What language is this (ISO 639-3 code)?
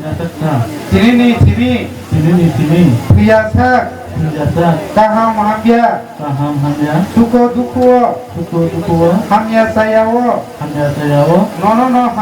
trp